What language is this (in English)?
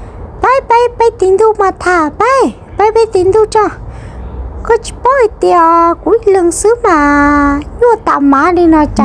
Hmong